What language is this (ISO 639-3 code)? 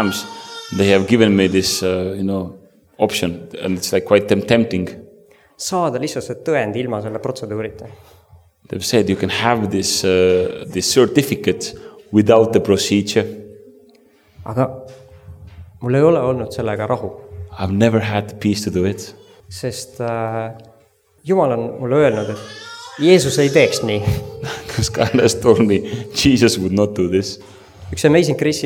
est